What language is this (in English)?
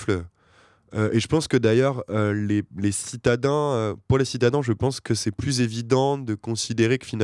French